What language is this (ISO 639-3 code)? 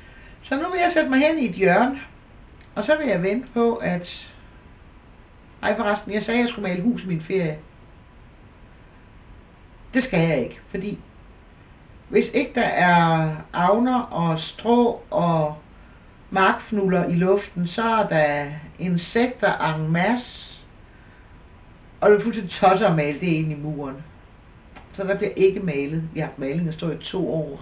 dan